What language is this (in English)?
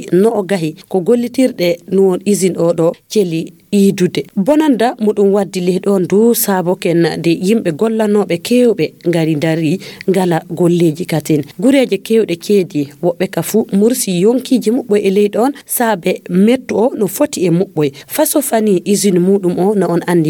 Fula